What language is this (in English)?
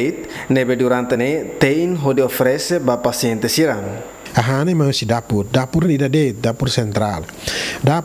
Tetum